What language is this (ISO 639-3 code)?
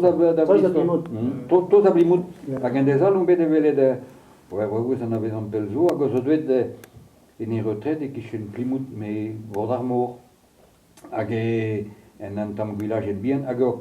bre